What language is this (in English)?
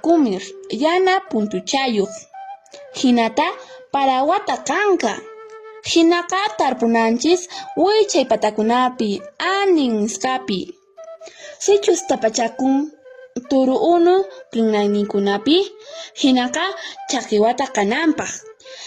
Quechua